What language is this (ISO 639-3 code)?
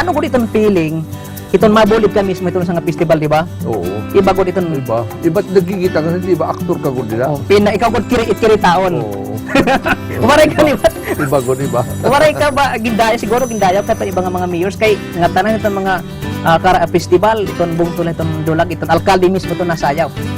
war